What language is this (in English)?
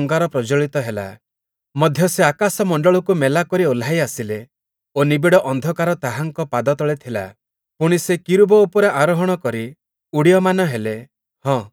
Odia